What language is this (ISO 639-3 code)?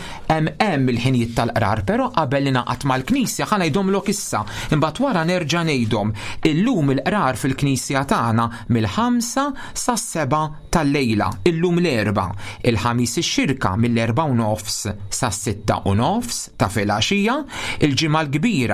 mlt